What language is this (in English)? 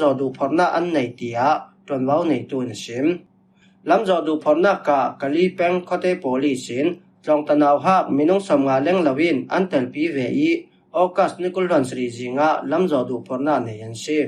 Falam Chin